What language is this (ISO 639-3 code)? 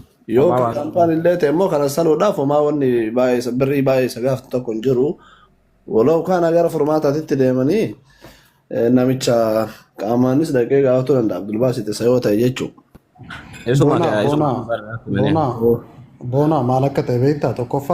orm